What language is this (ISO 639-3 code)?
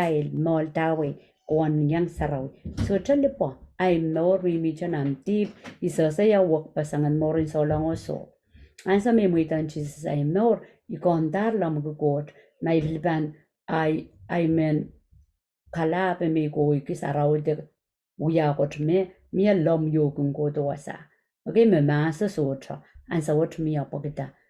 pon